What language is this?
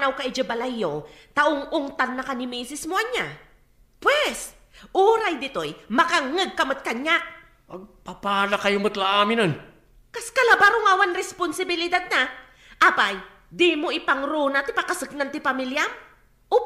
Iloko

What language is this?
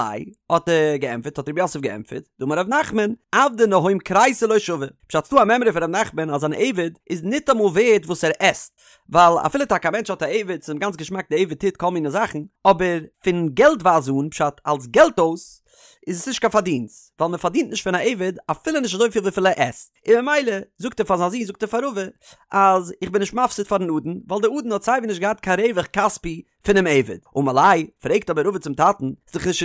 Yiddish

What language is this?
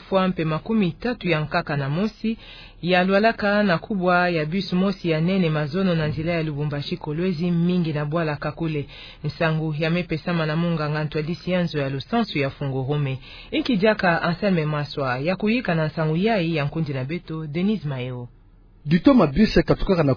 Kituba (Democratic Republic of Congo)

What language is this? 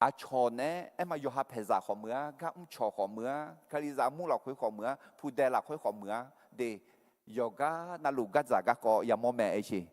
Akha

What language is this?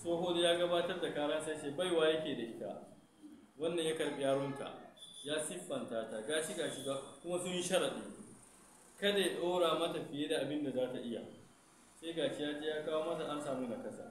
Hausa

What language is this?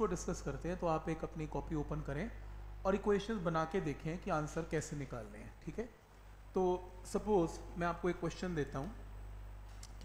Hindi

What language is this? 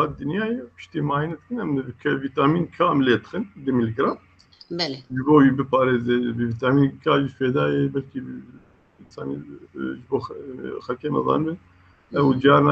Kurdish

